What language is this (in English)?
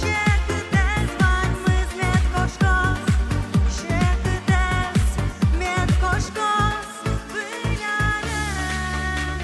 Udmurt